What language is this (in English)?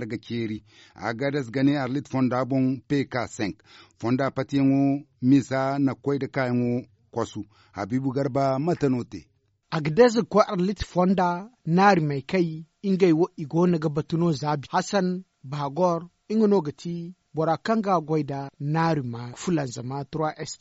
Zarma